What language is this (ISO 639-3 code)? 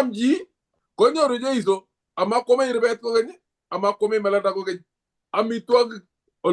kln